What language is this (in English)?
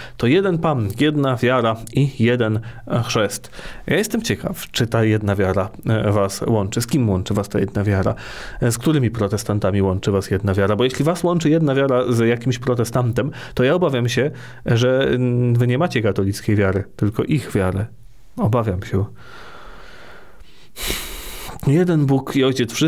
Polish